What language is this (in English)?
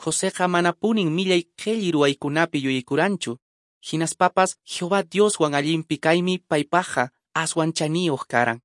Quechua